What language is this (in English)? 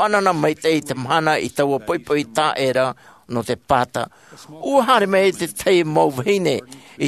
Tahitian